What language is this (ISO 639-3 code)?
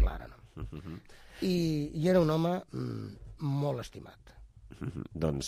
cat